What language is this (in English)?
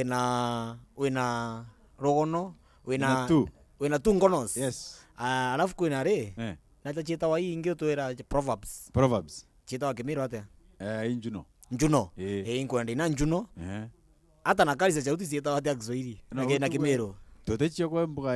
Meru